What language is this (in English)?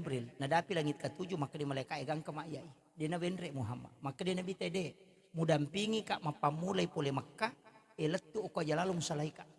Buginese